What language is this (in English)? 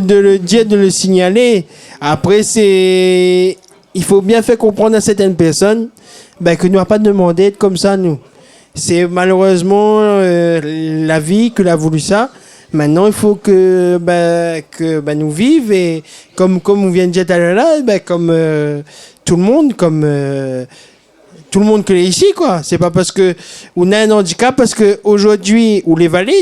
Réunion Creole French